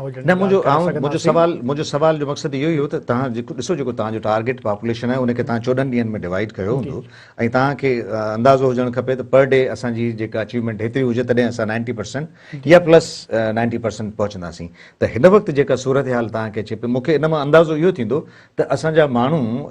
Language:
Sindhi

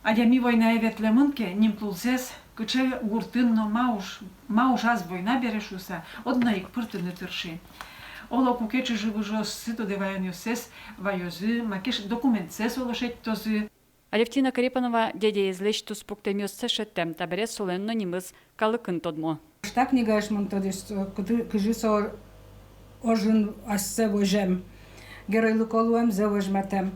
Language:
Udmurt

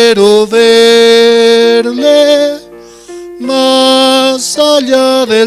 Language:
Aymara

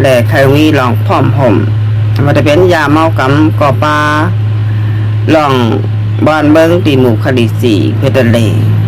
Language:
Shan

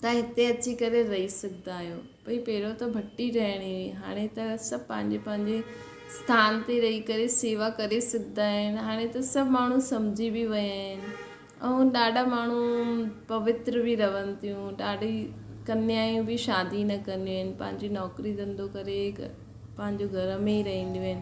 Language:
Sindhi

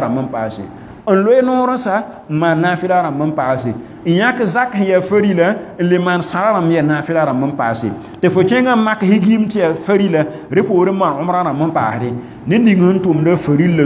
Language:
Mossi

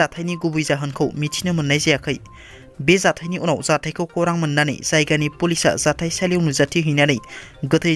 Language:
Bodo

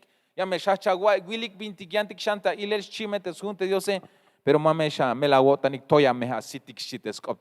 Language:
Tzeltal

